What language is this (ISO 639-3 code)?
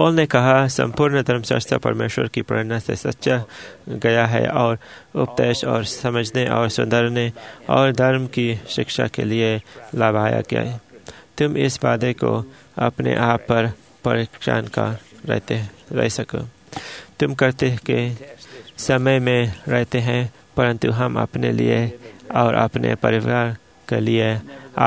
hin